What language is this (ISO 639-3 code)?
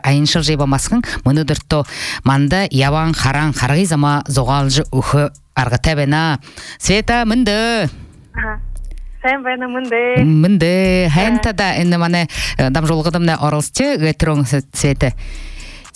bua